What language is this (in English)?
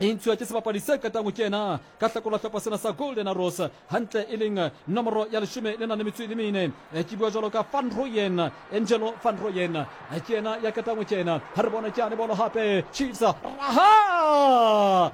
Southern Sotho